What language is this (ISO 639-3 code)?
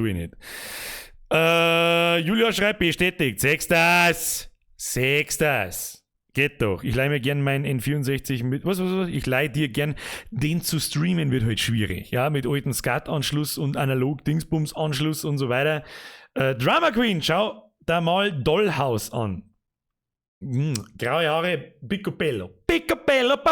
bar